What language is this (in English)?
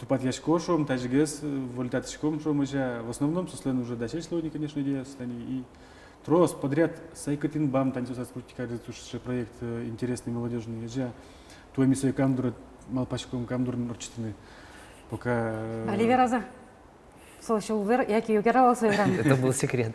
Udmurt